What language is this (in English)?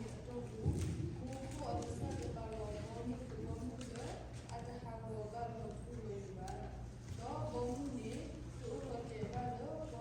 S'gaw Karen